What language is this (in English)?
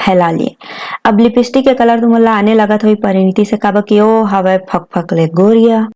Chhattisgarhi